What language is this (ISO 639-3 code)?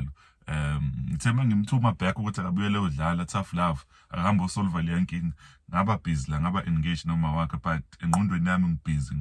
zul